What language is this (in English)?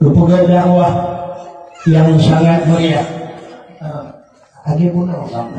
Achinese